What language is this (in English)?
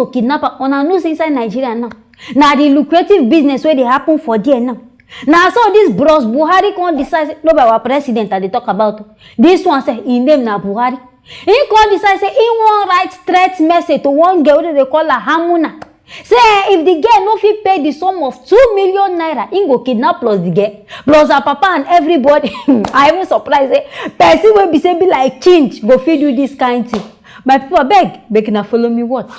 Nigerian Pidgin